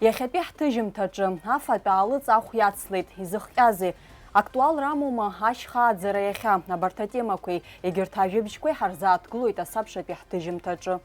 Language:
Abkhazian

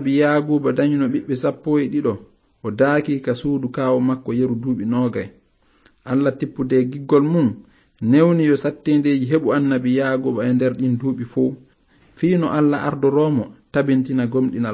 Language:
Fula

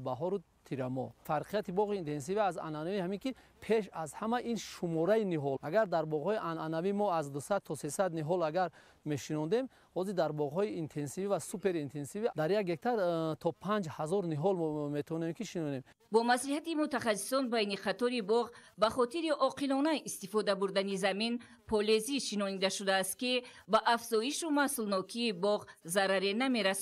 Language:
Tajik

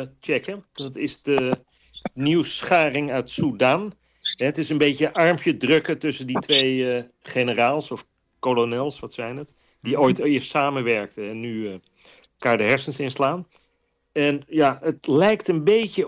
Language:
Dutch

